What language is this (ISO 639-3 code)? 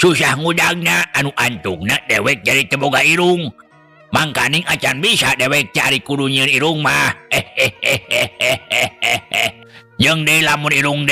sun